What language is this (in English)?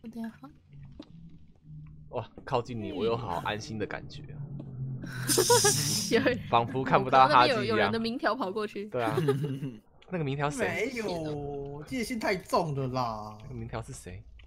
Chinese